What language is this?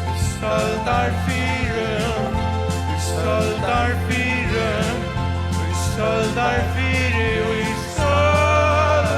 Faroese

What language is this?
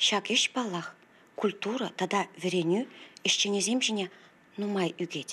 Chuvash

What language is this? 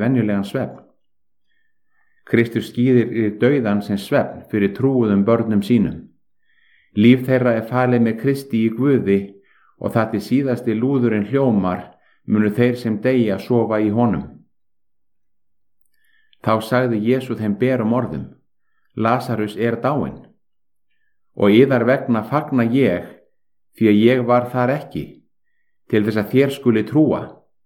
Icelandic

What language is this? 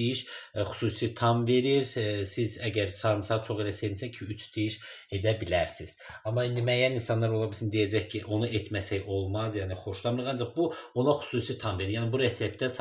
Azerbaijani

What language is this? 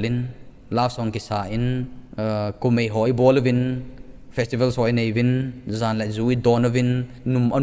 Thado Chin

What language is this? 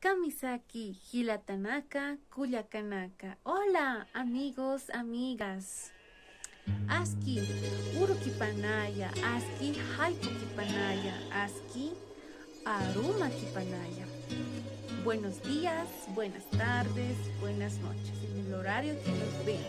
Aymara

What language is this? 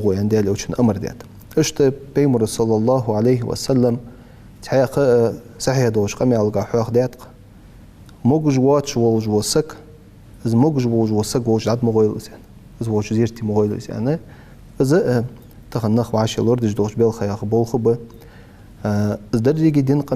Ingush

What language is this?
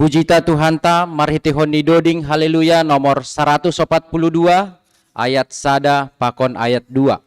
Batak Simalungun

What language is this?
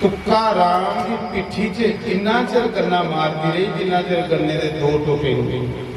Dogri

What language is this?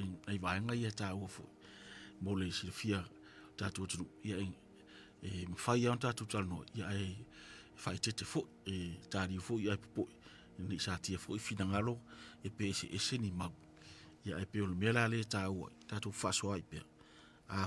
Samoan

